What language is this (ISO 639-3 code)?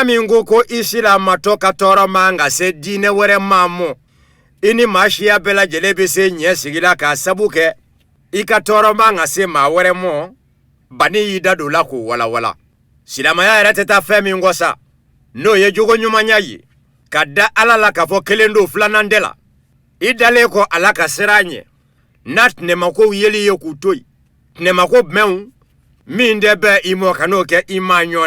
bam